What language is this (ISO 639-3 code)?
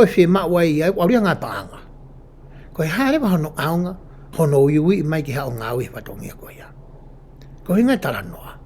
ton